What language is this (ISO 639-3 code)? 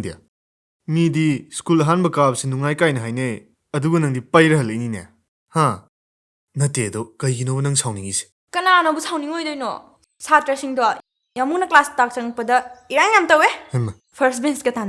mni